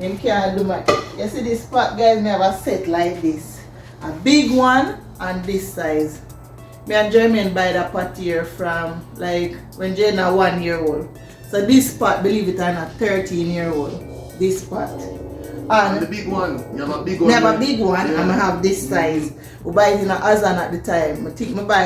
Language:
Jamaican Creole English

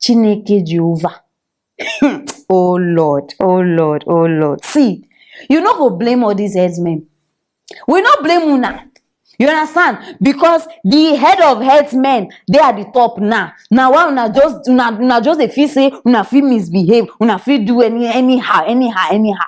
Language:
Nigerian Pidgin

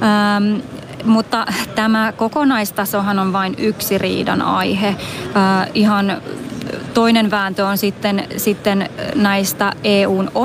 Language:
Finnish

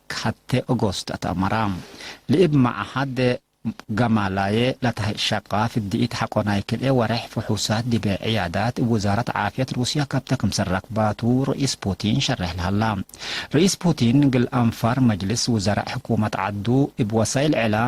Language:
Tigre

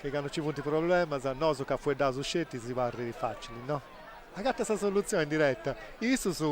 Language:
Sardinian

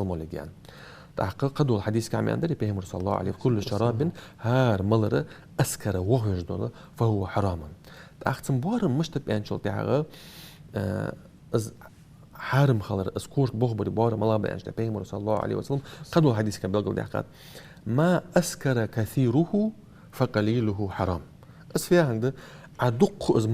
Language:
Ingush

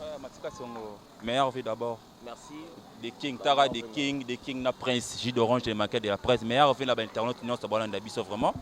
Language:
Lingala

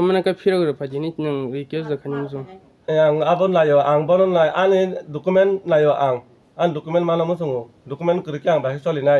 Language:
Kok Borok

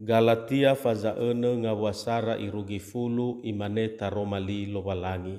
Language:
Nias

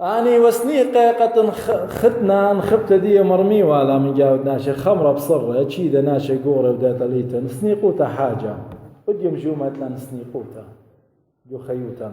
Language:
Assyrian Neo-Aramaic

